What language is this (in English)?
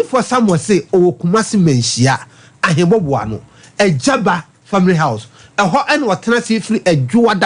Akan